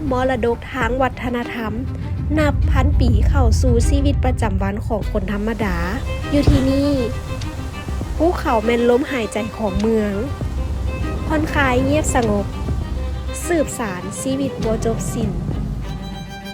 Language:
Lao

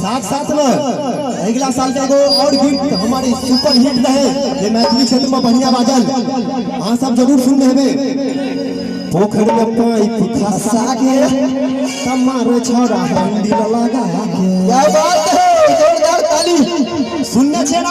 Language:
Maithili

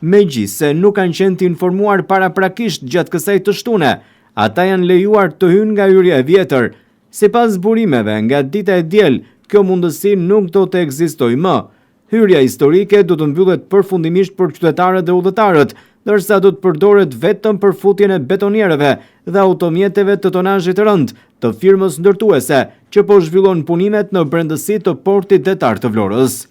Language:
Albanian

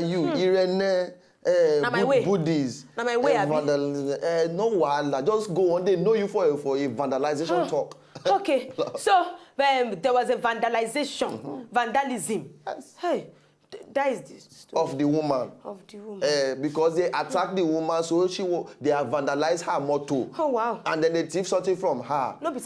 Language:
Nigerian Pidgin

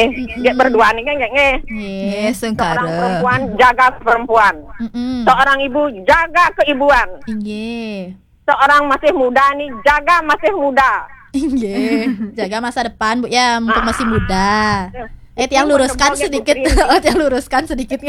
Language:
Balinese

